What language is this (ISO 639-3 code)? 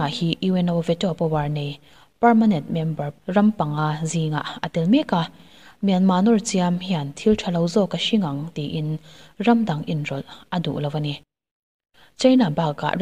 lus